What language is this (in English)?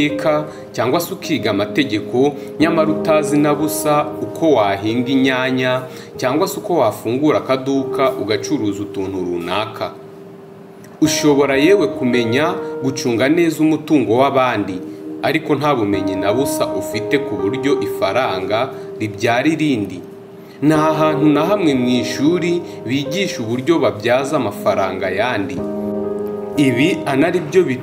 Kinyarwanda